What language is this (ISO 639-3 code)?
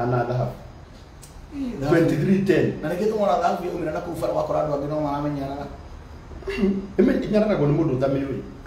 kik